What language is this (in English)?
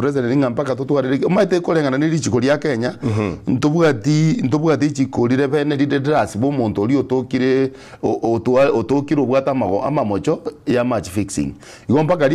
Gusii